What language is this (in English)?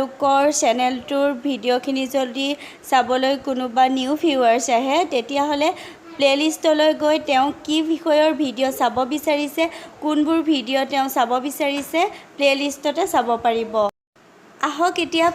Assamese